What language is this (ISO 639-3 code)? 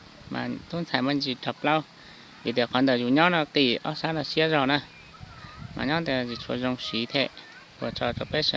hmn